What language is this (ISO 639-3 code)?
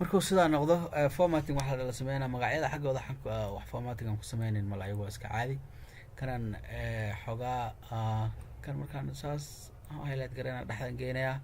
som